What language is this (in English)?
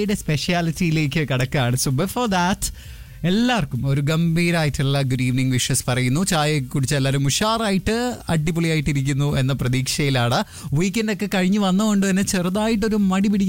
Malayalam